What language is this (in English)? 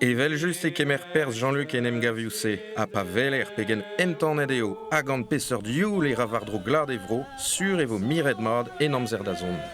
Breton